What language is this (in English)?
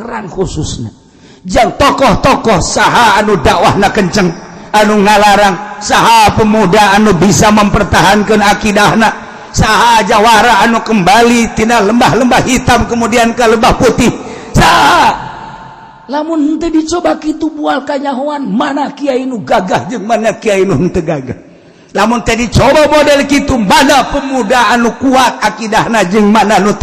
Sundanese